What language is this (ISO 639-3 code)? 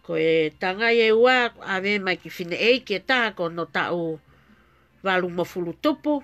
ton